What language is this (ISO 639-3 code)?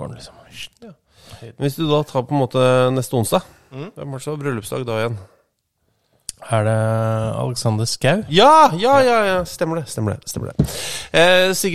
nor